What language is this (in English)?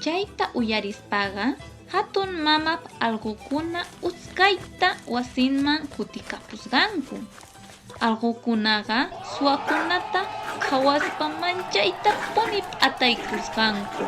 Quechua